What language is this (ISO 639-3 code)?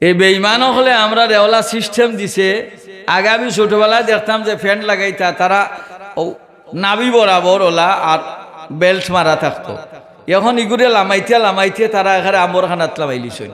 syl